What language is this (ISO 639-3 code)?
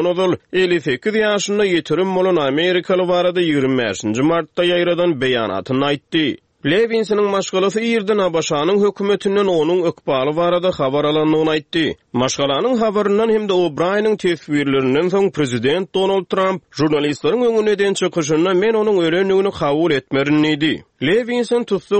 tuk